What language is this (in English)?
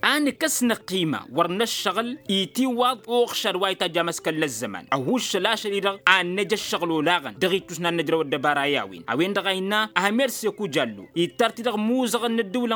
Tamasheq